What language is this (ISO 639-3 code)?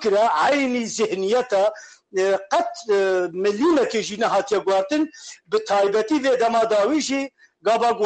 kur